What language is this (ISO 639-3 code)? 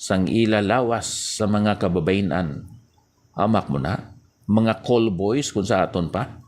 hil